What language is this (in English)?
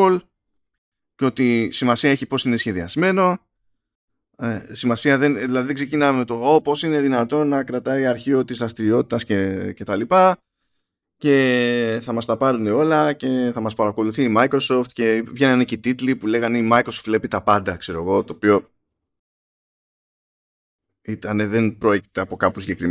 Greek